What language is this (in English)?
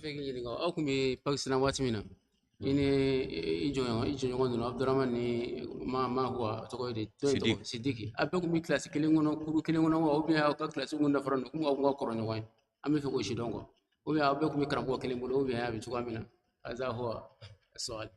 Bambara